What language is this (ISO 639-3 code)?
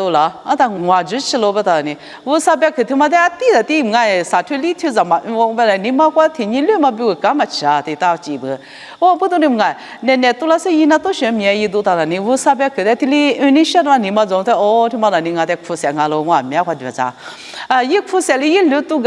lis